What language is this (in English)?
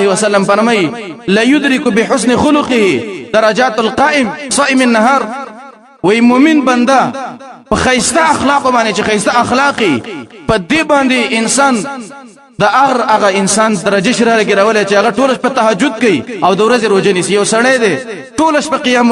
Pashto